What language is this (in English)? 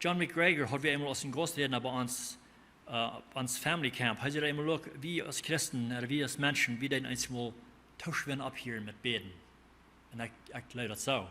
Plautdietsch